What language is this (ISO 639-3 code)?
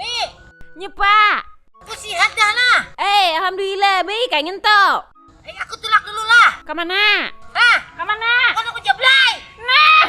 bjn